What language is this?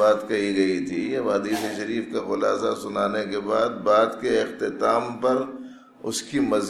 Urdu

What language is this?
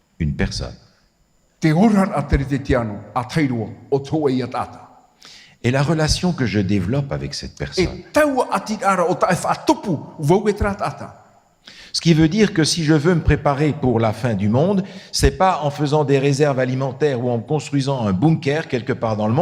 Tahitian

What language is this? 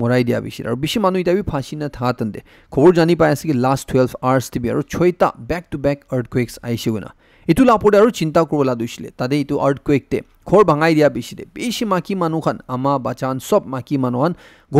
Naga Pidgin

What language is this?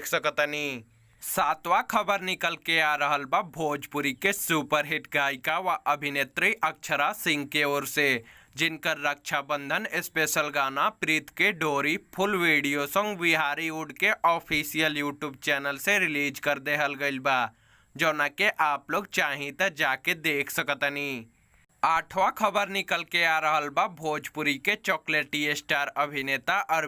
Bhojpuri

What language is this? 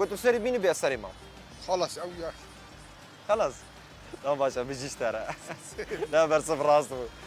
Kurdish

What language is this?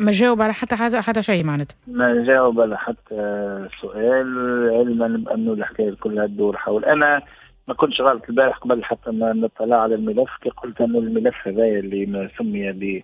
Tunisian Arabic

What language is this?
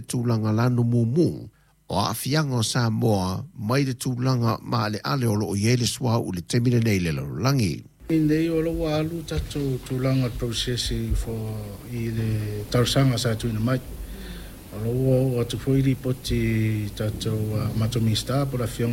Samoan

